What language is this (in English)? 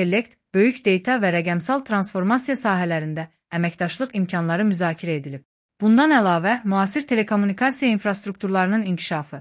Azerbaijani